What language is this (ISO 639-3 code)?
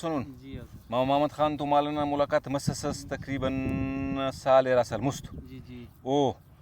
brh